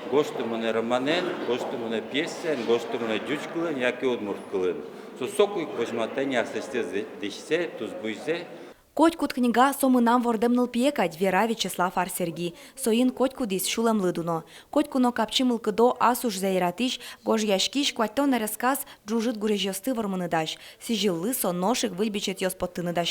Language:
Udmurt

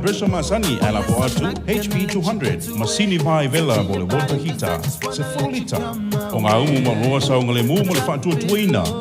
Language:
Samoan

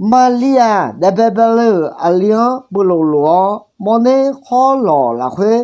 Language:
Akha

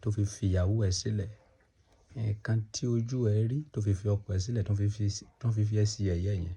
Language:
Yoruba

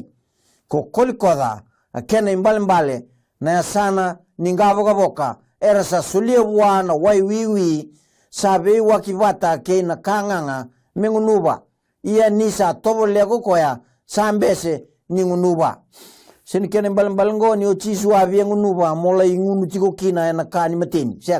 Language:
Fijian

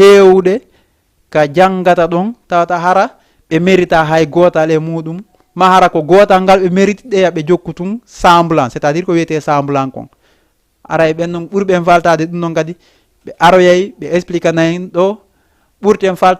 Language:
Fula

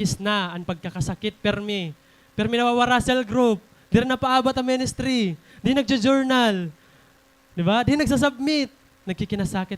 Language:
Waray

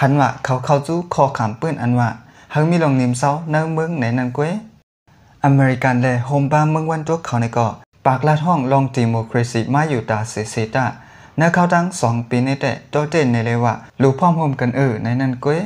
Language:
Lao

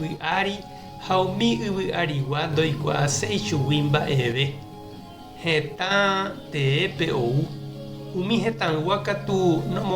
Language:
Guarani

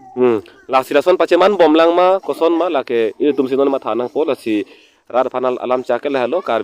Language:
Karbi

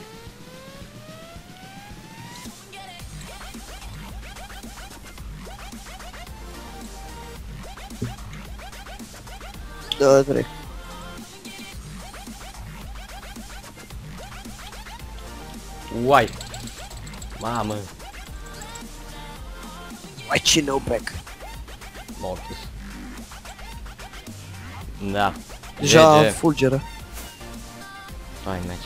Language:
Romanian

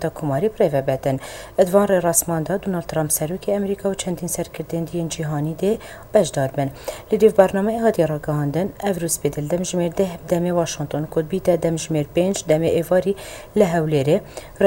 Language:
Kurdish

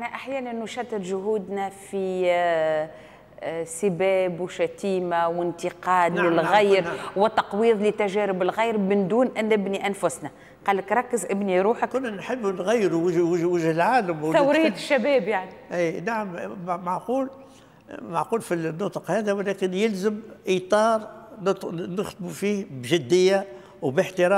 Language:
Tunisian Arabic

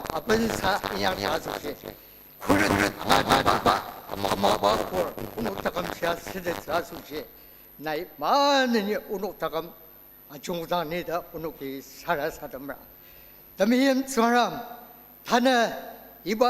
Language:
Ao Naga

